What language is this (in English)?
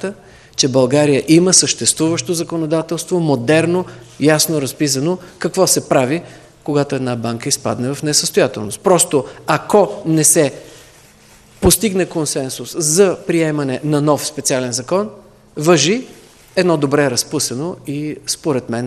Bulgarian